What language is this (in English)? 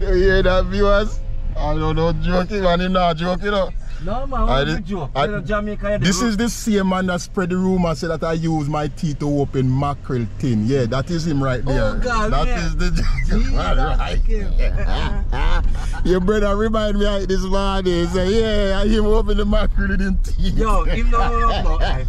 Jamaican Creole English